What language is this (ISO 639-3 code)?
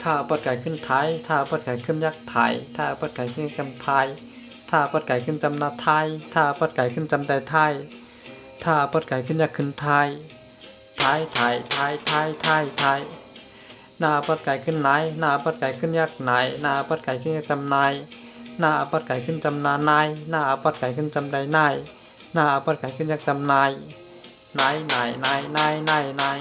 shn